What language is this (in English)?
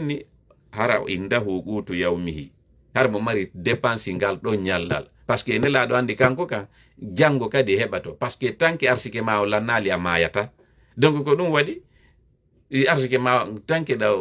Fula